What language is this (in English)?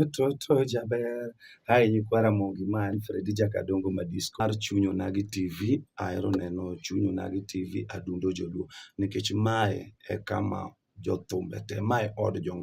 Luo (Kenya and Tanzania)